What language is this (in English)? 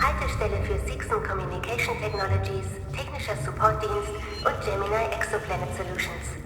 Bavarian